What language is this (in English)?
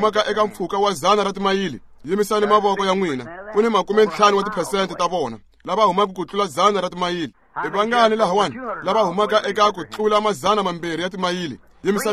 Tsonga